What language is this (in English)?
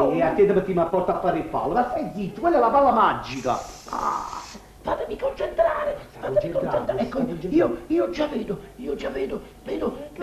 Neapolitan